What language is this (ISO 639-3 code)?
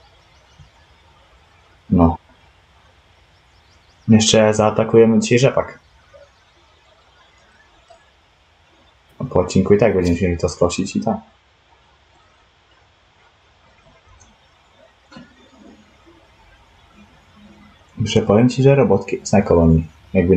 pol